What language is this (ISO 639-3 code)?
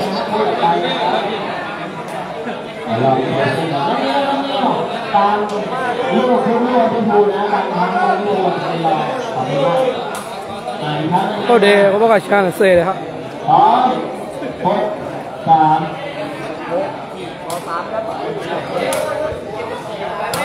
mya